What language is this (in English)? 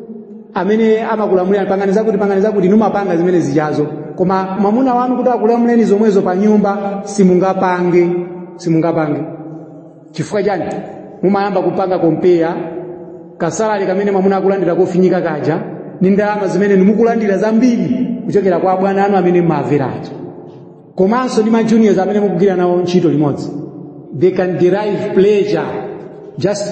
Nyanja